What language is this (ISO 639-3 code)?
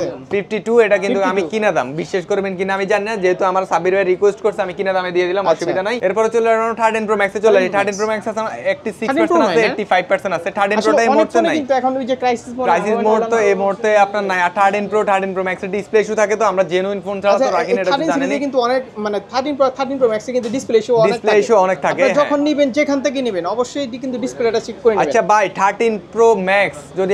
ben